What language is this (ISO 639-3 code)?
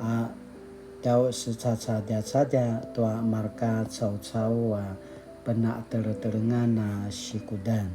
pwn